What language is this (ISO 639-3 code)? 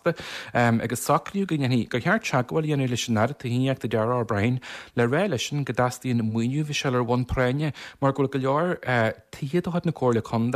gle